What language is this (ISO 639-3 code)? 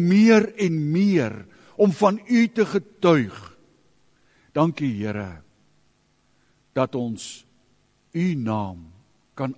afr